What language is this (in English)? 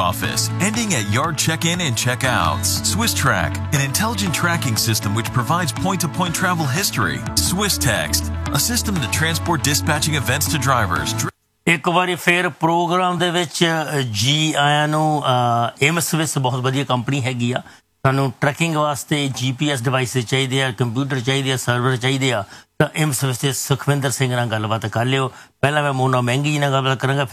Punjabi